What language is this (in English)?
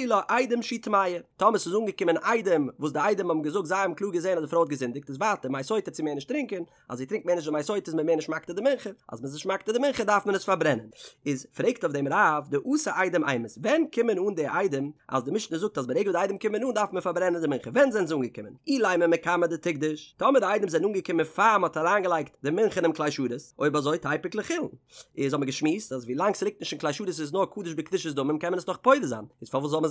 Yiddish